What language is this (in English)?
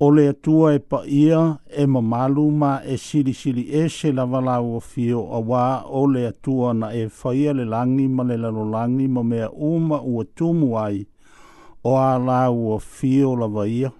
Samoan